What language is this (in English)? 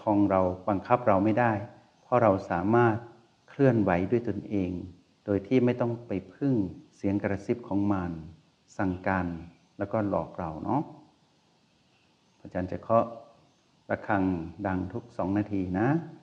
Thai